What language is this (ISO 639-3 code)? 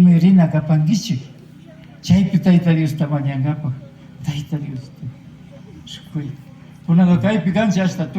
qvi